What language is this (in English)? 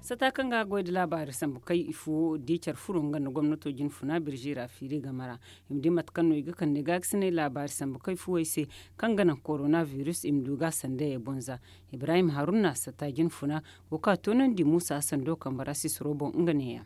Zarma